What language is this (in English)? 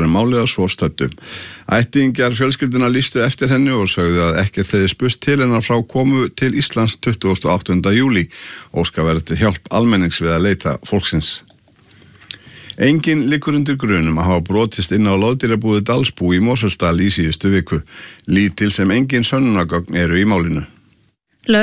Icelandic